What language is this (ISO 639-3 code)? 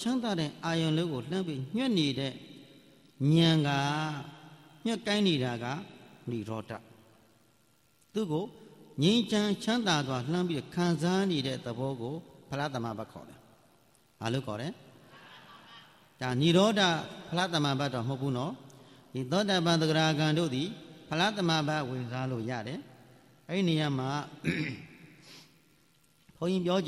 mya